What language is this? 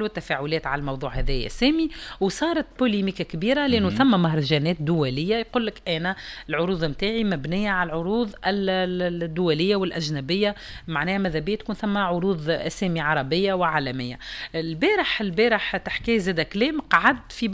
Tunisian Arabic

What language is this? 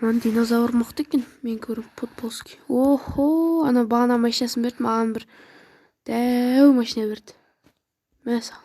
Kazakh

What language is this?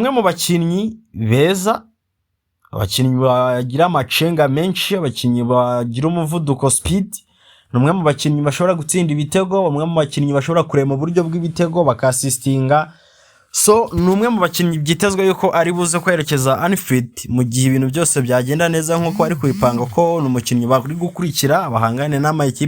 Kinyarwanda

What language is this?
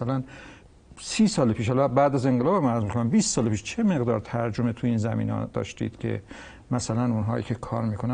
Persian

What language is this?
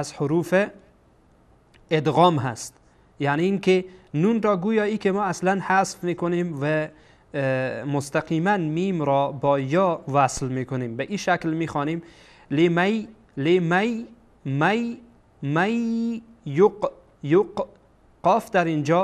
Persian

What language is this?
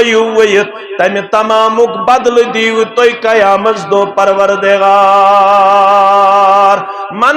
Kashmiri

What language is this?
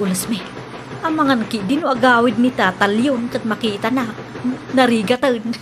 Iloko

